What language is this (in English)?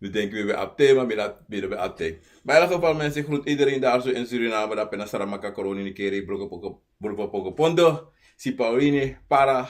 Sranan Tongo